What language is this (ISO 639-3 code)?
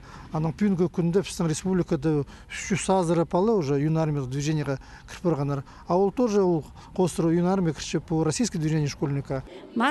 kjh